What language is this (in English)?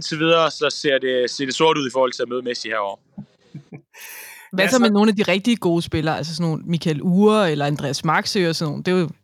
Danish